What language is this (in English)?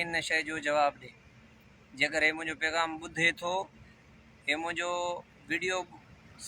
Sindhi